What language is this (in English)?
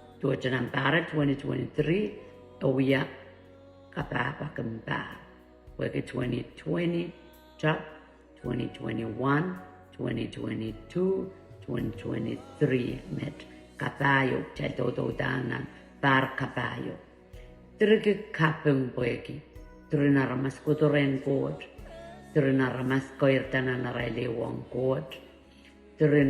Pohnpeian